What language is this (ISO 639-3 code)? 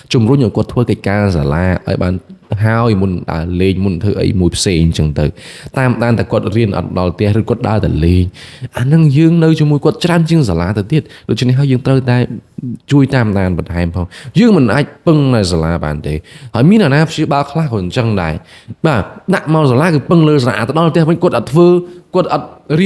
khm